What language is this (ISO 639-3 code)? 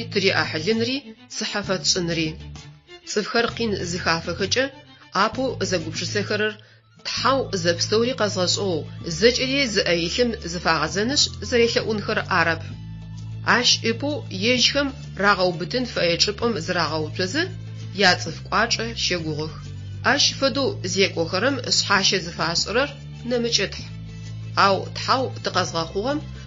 ady